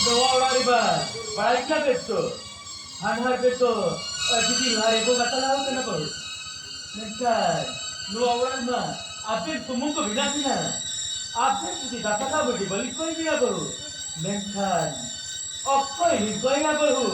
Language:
Santali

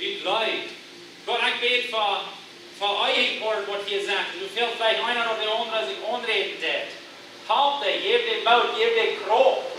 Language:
Plautdietsch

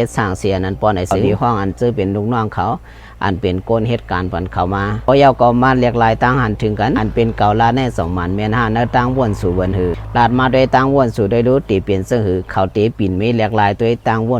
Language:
Shan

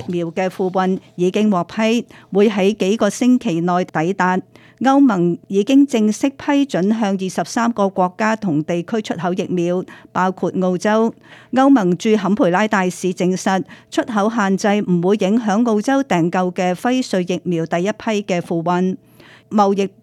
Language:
Cantonese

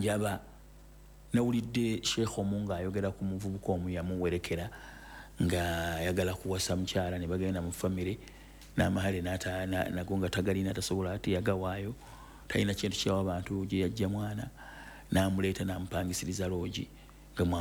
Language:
Ganda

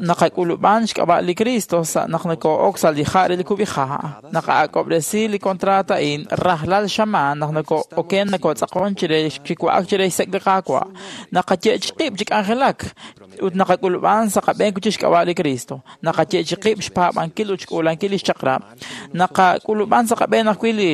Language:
Kekchí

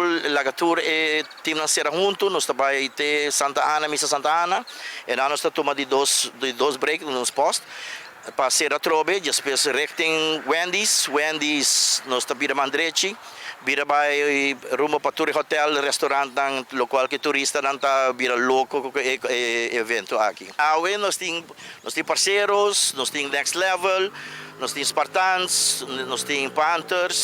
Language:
Papiamento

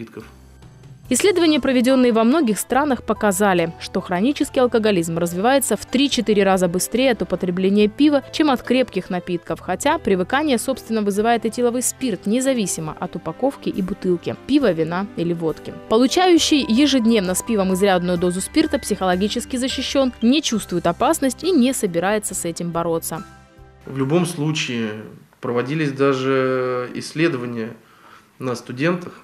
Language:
Russian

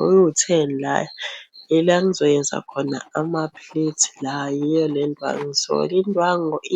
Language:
Zulu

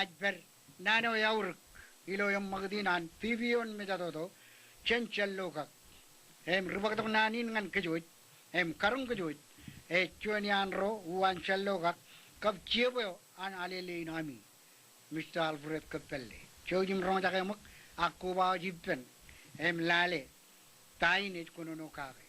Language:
Marshallese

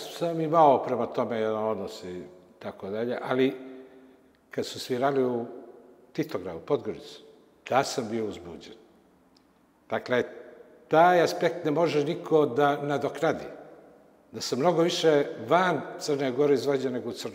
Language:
Serbian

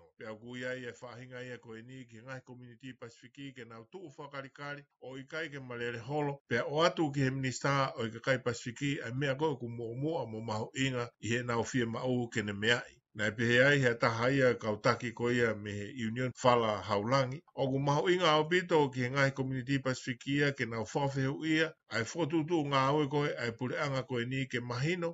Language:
Tongan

